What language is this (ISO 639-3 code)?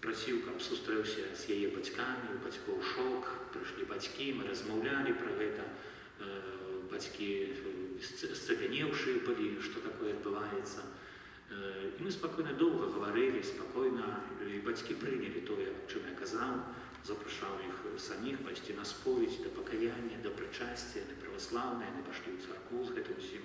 bel